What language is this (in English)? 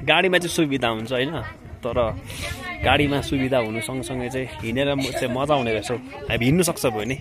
Nepali